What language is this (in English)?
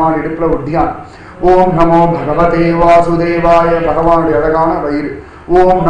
Tamil